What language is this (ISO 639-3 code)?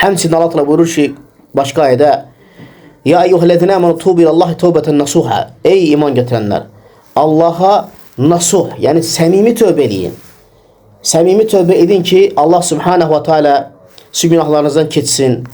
aze